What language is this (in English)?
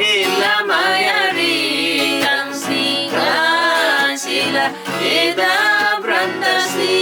Eastern Tamang